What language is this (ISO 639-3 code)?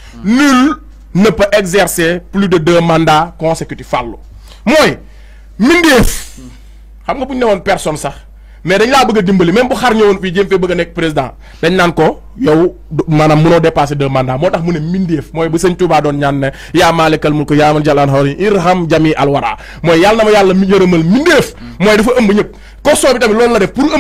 wol